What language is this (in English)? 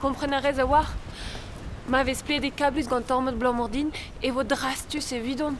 Breton